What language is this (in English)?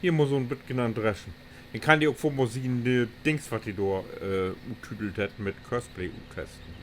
Low German